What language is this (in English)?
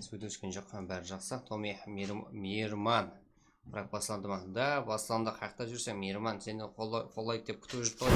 Kara-Kalpak